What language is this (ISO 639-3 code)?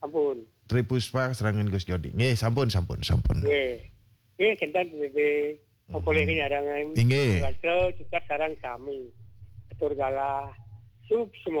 ban